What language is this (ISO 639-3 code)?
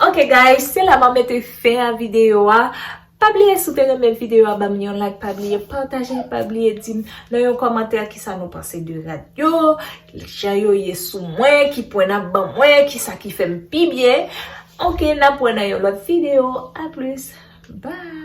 hat